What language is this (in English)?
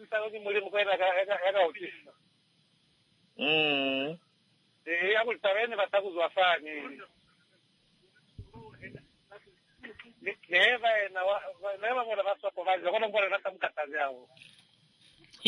Swahili